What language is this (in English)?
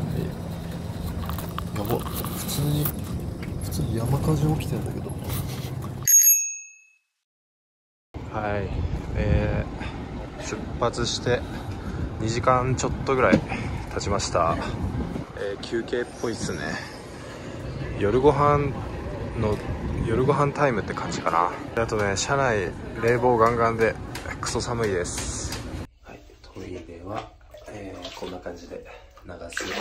Japanese